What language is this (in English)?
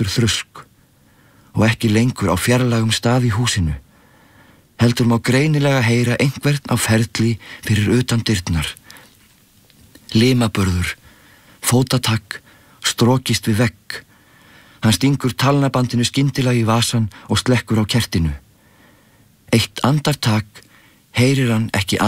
Icelandic